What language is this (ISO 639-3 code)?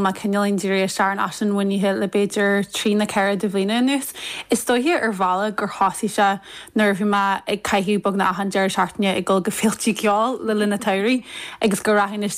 gle